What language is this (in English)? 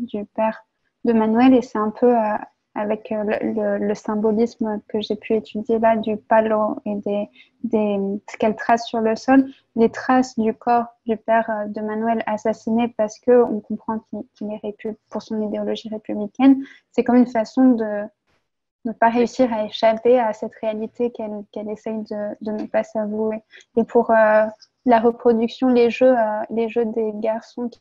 French